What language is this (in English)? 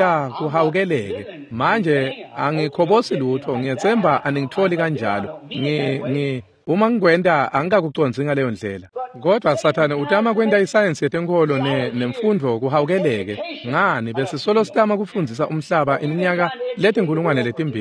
Swati